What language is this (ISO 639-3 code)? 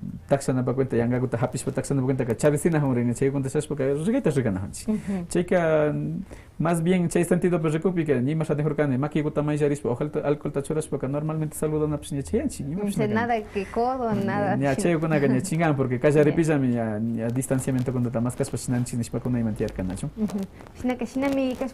que